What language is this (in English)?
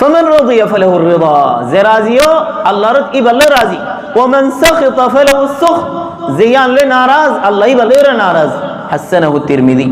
Rohingya